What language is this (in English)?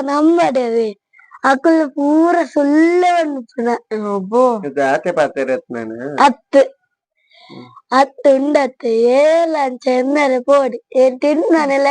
Tulu